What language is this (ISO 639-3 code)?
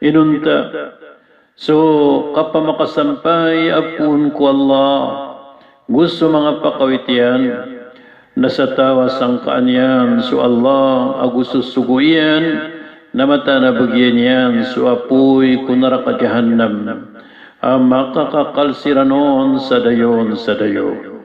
mrw